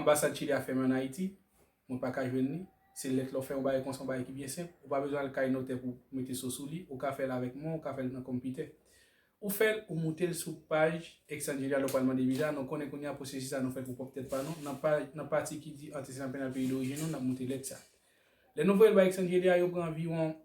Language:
Haitian Creole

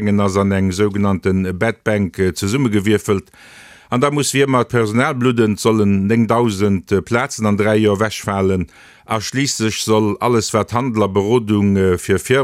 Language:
Luxembourgish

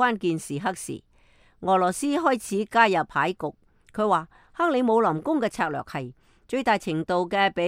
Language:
Cantonese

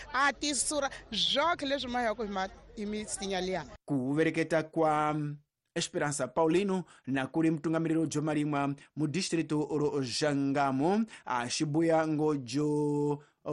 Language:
Tsonga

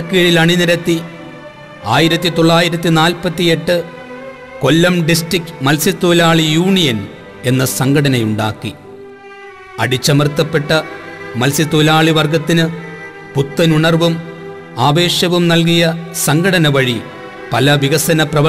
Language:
Malayalam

